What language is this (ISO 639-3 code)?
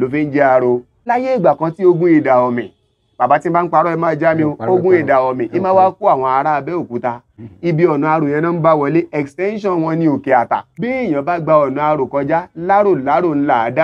yor